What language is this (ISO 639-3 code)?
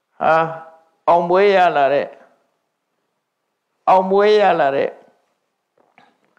mya